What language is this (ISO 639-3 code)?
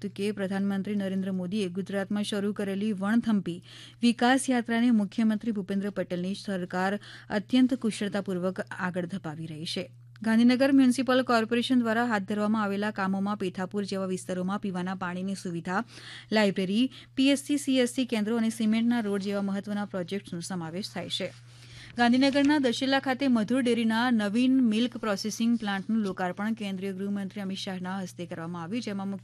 guj